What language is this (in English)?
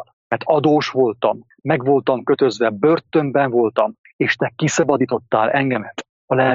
Hungarian